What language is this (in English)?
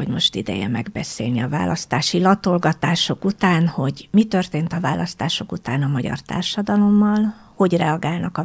Hungarian